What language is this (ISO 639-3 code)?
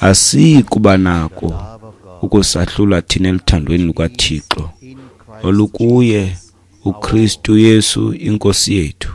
xho